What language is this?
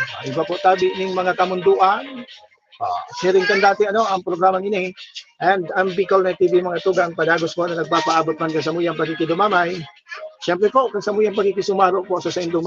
Bikol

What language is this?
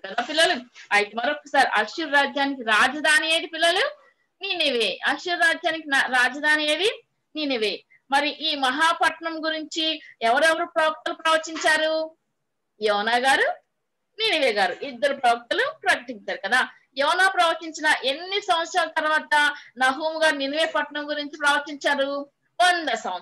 Telugu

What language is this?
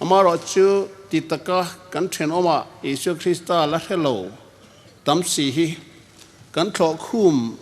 Hmar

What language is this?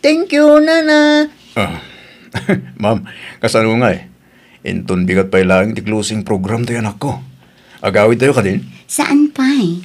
Iloko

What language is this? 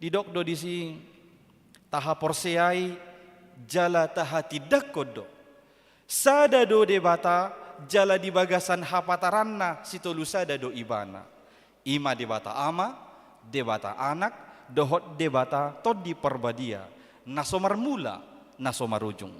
Batak Toba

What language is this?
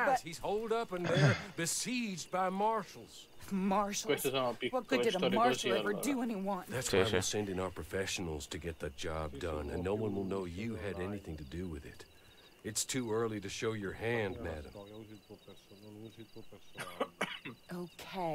Italian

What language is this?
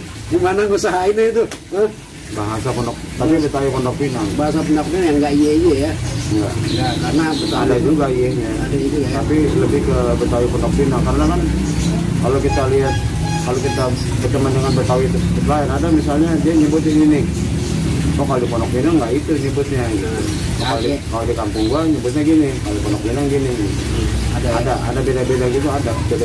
Betawi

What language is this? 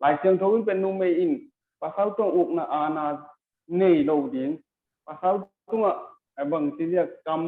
Tedim Chin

